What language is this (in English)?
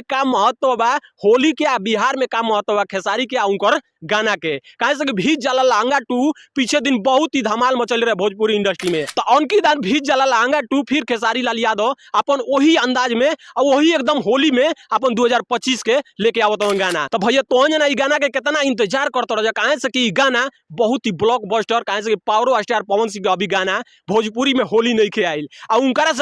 Bhojpuri